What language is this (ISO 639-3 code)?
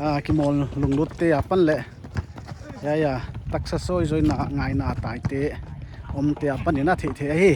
pck